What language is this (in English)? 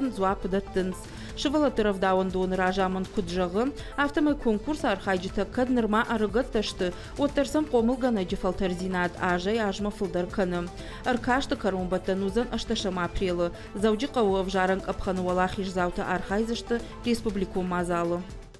Ossetic